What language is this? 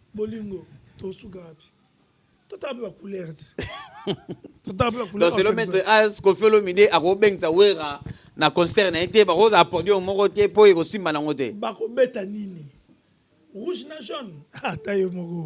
Lingala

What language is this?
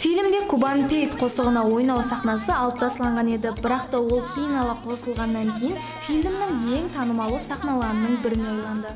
Kara-Kalpak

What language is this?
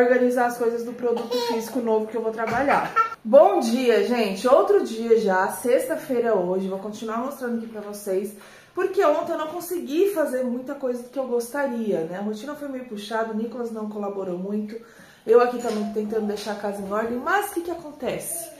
Portuguese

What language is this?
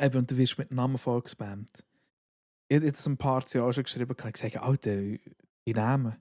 Swiss German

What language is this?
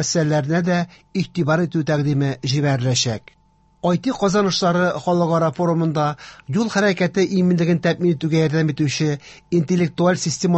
Tatar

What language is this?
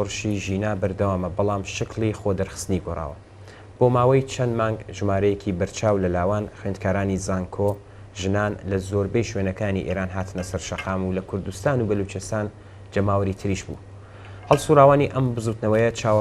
Central Kurdish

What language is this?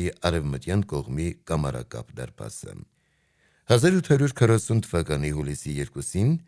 Armenian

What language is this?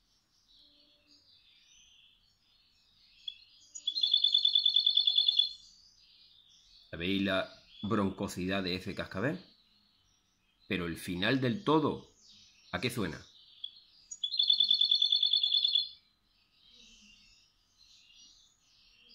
Spanish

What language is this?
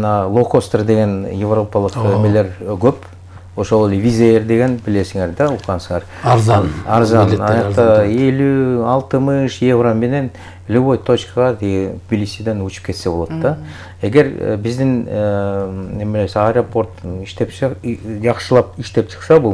Kyrgyz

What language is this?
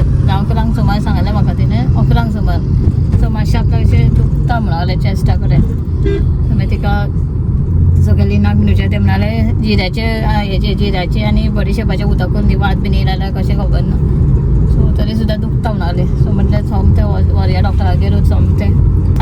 Konkani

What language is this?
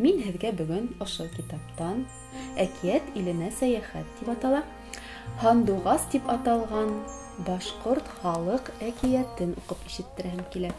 Bashkir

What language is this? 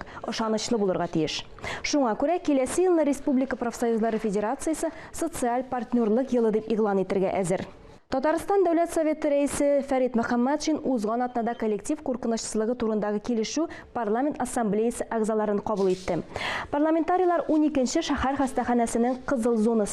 Tatar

